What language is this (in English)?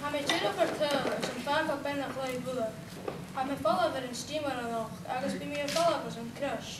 Scottish Gaelic